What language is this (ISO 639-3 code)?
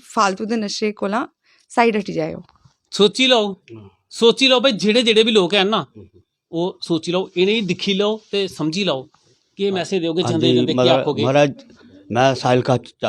doi